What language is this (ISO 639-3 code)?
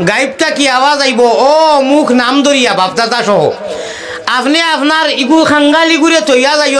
syl